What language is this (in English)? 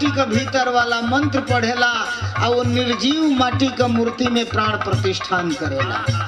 Bhojpuri